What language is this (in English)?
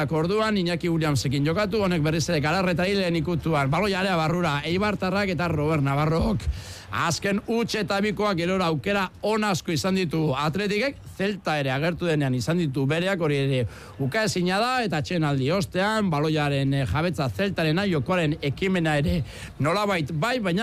Basque